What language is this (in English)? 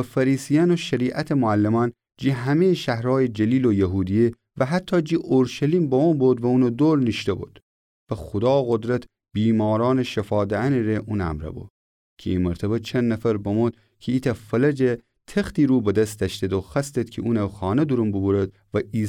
Gilaki